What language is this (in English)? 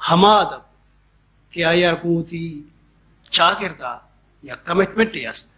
Baluchi